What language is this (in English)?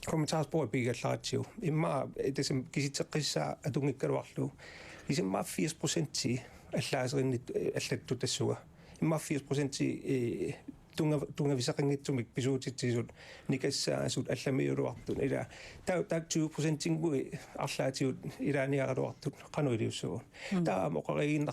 Kalaallisut